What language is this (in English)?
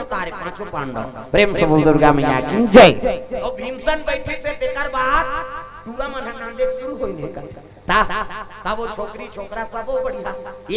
Chhattisgarhi